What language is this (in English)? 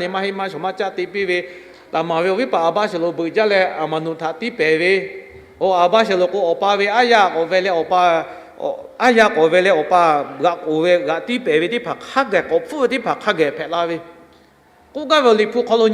Lahu